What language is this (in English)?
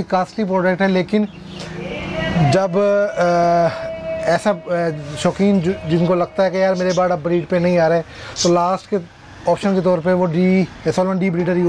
Hindi